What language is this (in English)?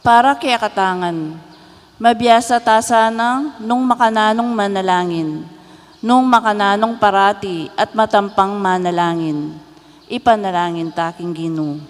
Pampanga